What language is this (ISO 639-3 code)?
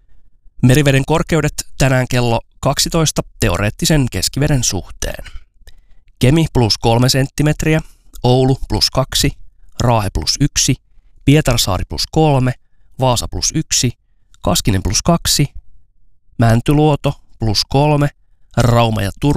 fin